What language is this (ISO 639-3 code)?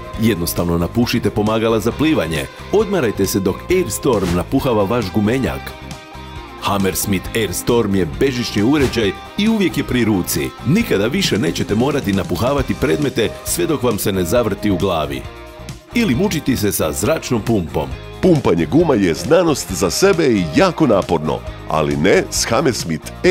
hrv